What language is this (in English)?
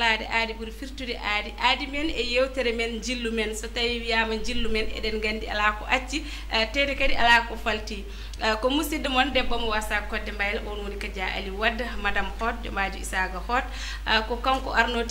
Fula